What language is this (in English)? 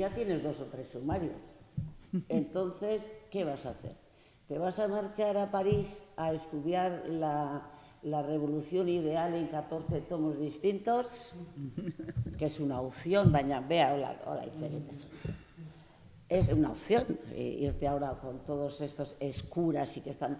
Basque